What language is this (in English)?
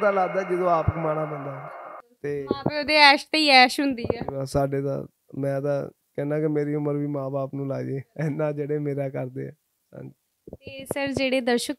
Punjabi